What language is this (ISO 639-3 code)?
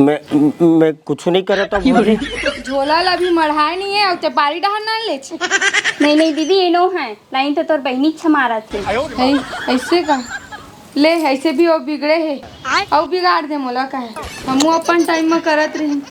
hne